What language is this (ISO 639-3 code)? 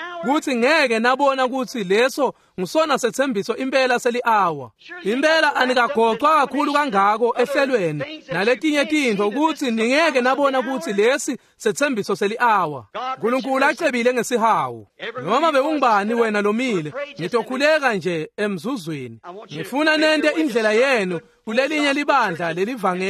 ssw